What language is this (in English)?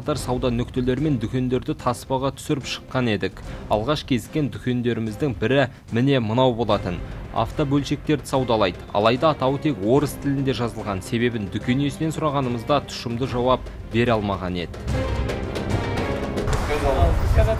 Kazakh